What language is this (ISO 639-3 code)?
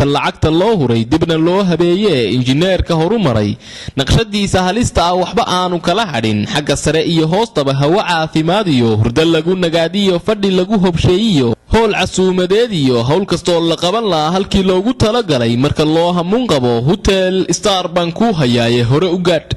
som